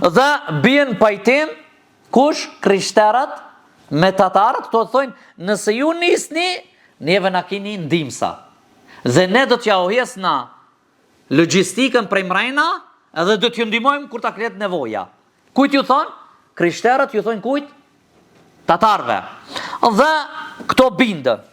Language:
Albanian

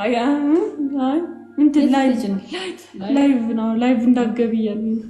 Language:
Amharic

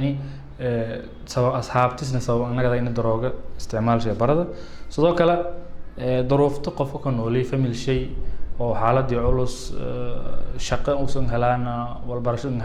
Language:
Somali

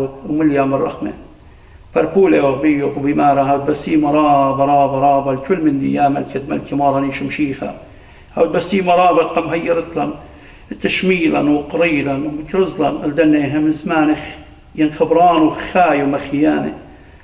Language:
Assyrian Neo-Aramaic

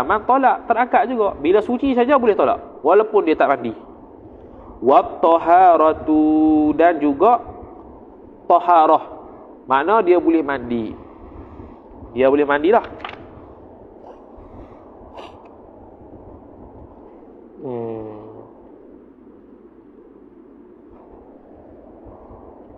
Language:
Malay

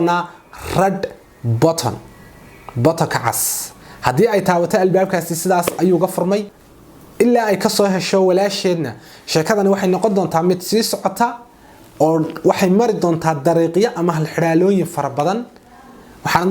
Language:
Somali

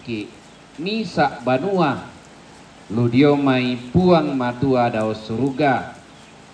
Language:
Toraja-Sa'dan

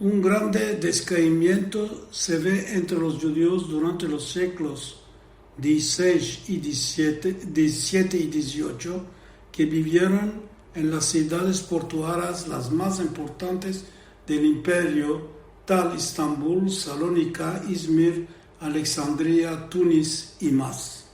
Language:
Ladino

